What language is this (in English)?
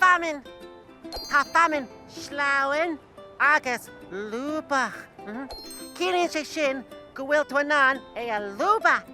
Irish